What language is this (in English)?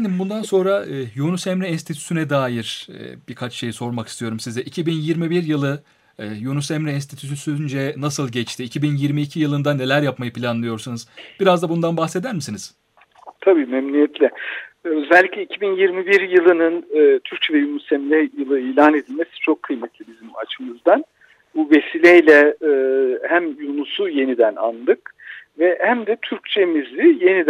Turkish